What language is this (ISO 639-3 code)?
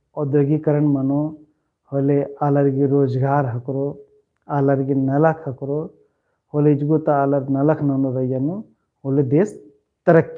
kru